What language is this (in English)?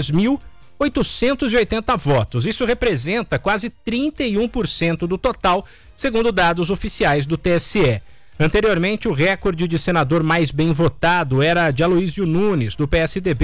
Portuguese